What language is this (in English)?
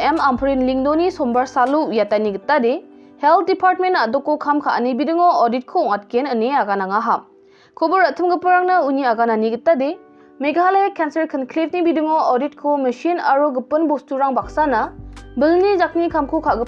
Garo